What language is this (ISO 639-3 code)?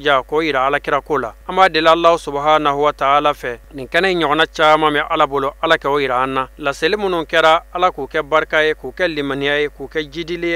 bam